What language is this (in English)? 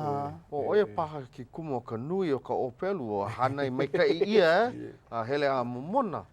Hawaiian